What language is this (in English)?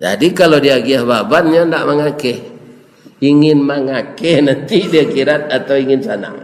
Minangkabau